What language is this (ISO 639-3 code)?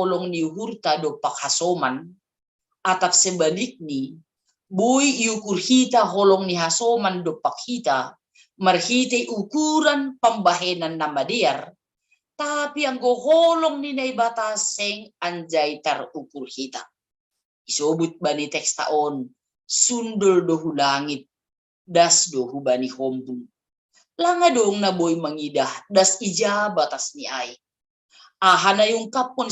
bts